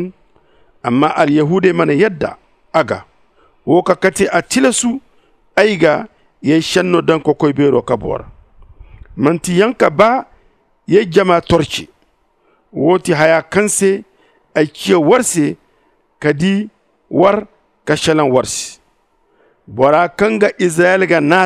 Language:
Zarma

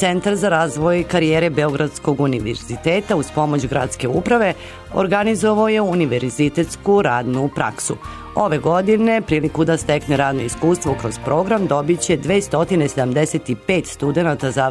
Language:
Serbian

